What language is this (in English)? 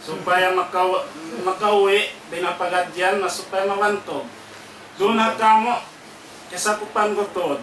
Tausug